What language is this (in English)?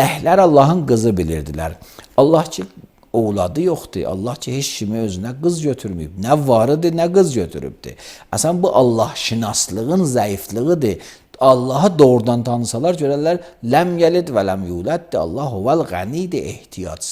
Azerbaijani